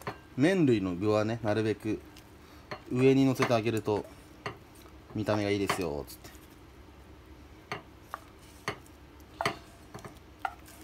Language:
Japanese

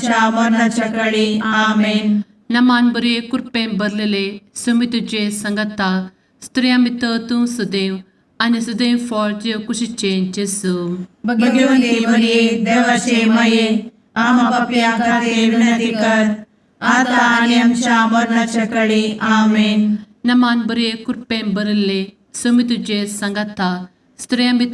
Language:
Konkani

